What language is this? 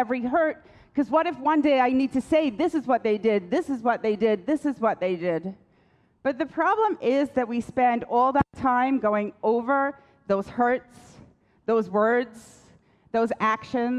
English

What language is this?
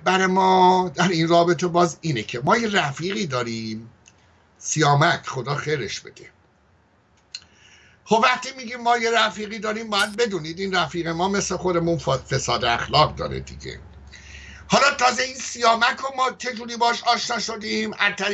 Persian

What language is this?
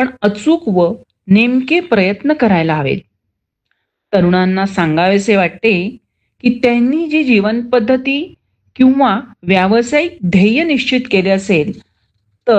Marathi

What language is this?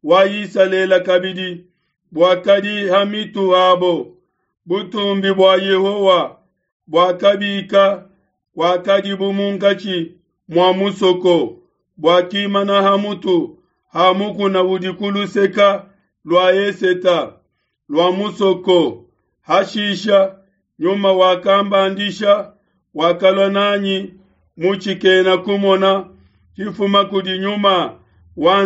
Luba-Lulua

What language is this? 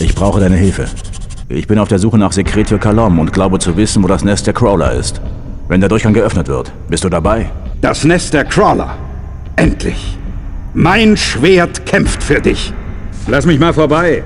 Bavarian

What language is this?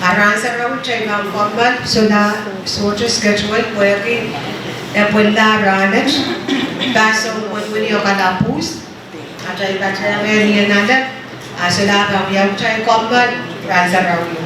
Pohnpeian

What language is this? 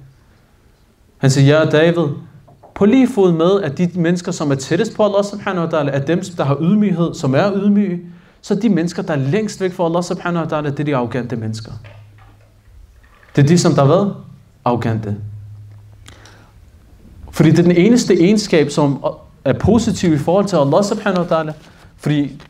Danish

